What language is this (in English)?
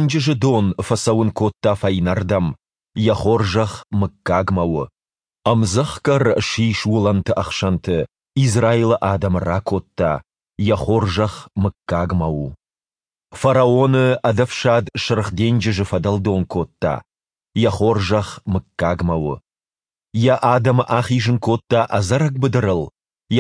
Ossetic